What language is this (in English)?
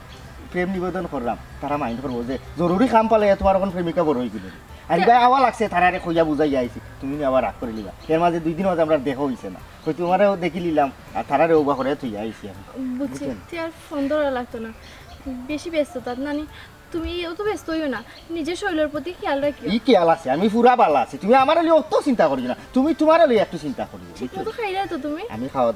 Sylheti